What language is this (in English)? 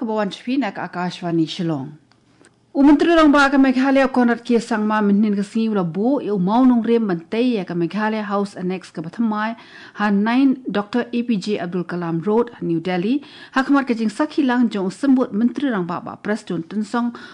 Khasi